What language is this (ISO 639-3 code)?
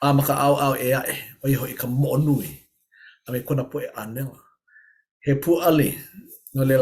haw